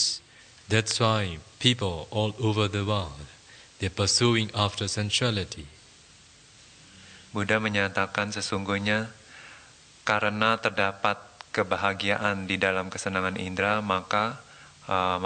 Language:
Indonesian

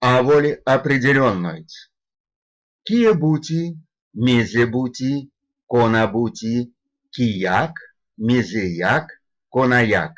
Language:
Erzya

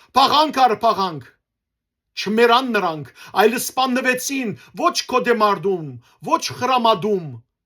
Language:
Western Armenian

